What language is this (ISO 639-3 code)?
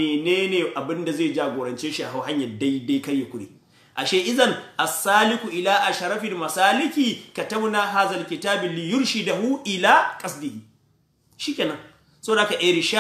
hau